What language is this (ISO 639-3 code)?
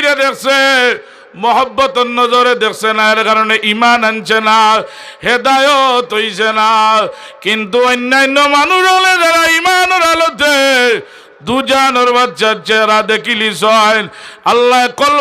syl